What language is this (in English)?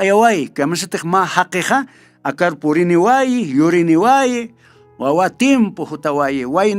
Aymara